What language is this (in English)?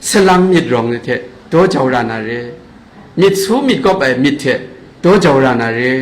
Kachin